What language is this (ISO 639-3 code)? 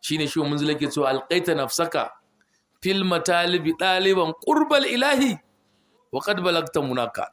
hau